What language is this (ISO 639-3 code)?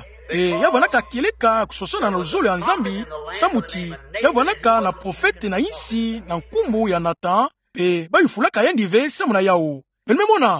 ktu